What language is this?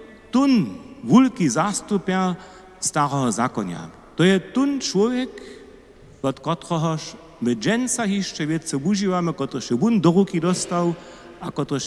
Upper Sorbian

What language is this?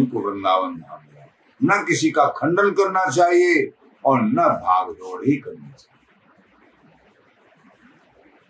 Hindi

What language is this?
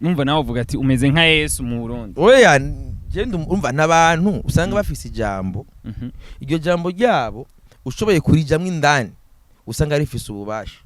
Rundi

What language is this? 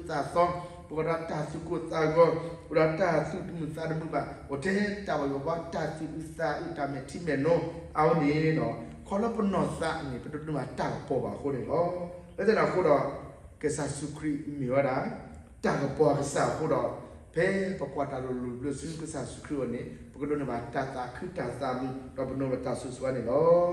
S'gaw Karen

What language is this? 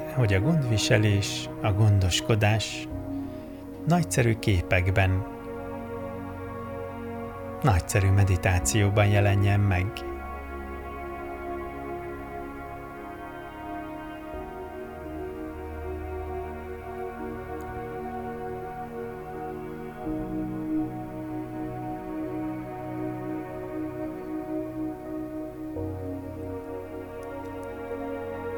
Hungarian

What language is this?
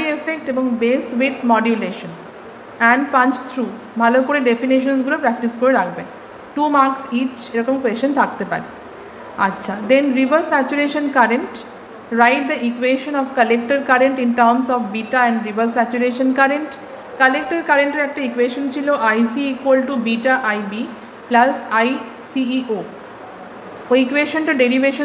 Bangla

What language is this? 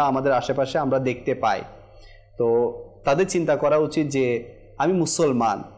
Bangla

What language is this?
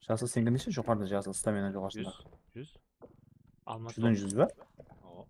Kara-Kalpak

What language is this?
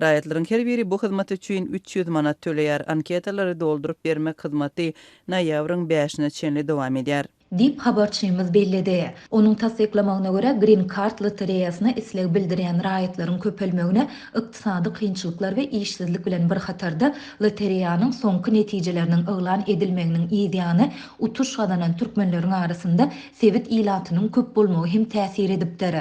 Turkmen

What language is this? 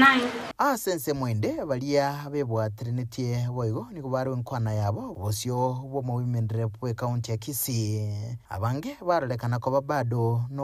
Gusii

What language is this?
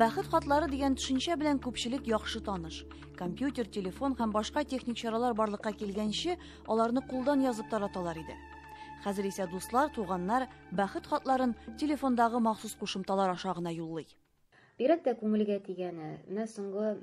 Tatar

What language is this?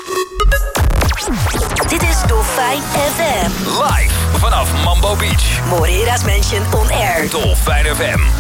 Dutch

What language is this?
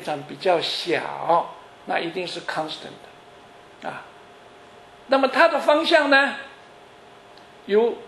Chinese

